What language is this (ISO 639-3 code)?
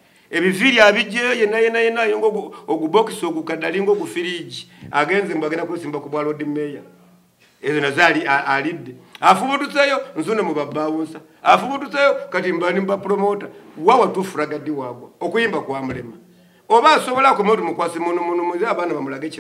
lug